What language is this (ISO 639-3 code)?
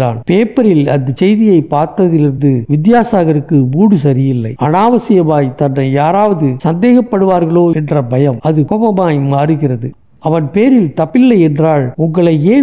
tam